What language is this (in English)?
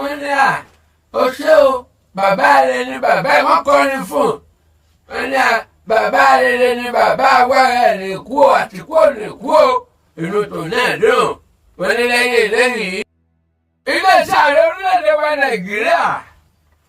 Yoruba